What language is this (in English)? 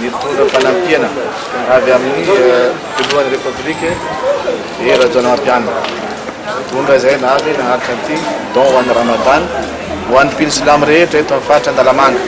Malagasy